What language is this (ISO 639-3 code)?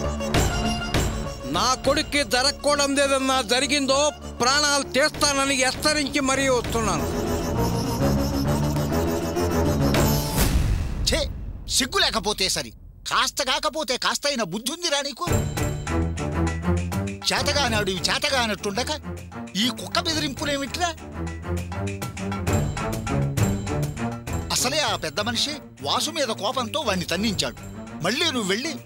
tel